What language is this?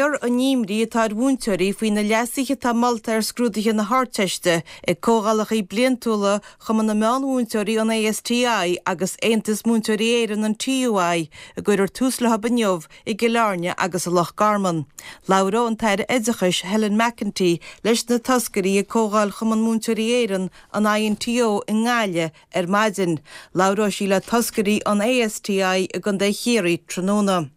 Irish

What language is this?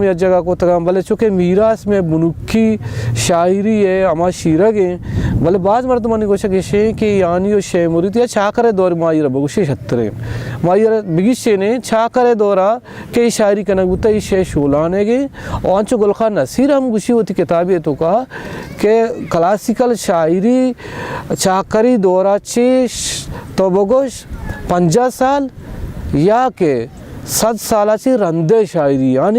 Baluchi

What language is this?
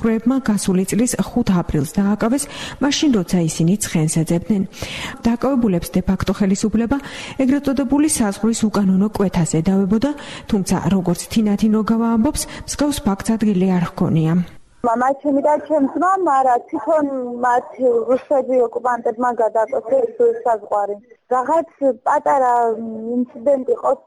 Georgian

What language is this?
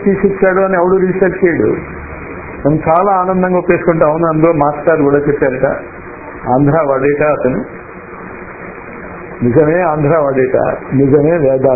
Telugu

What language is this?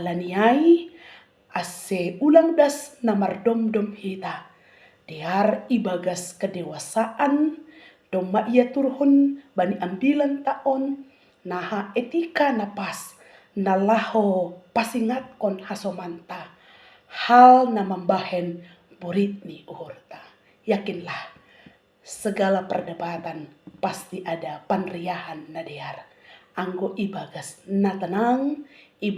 Batak Simalungun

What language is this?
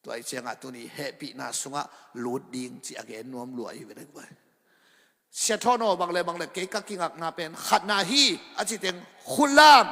Tedim Chin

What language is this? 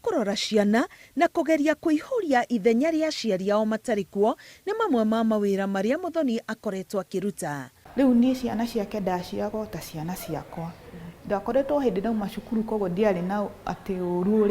Kikuyu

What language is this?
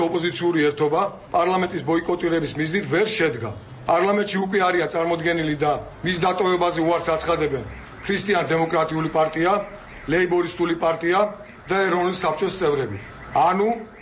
Georgian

